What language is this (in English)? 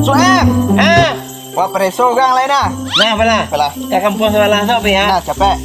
Minangkabau